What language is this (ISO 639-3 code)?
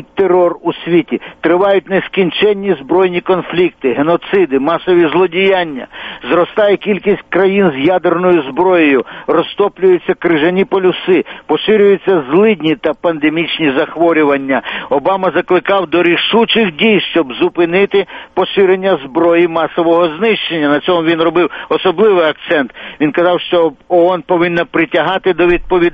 ukr